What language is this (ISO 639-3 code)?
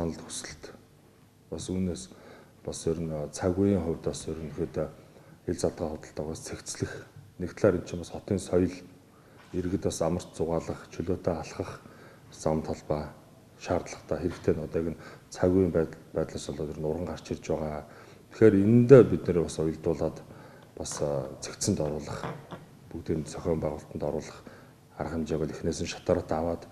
mon